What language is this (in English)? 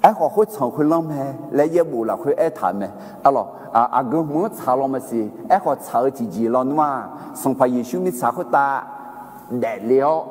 Akha